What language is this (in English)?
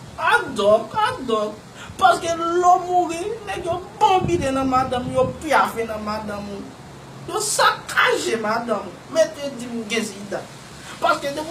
Haitian Creole